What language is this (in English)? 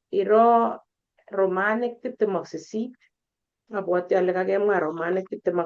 Kalenjin